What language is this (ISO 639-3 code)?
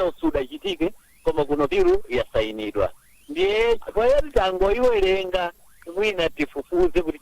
nya